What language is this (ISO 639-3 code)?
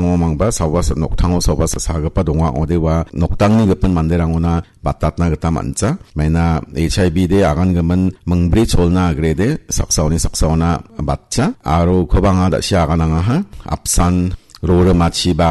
grt